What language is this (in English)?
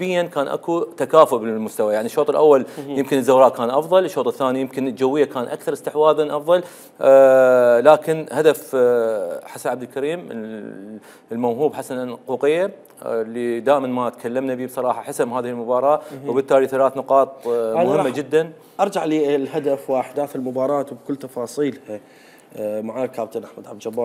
Mesopotamian Arabic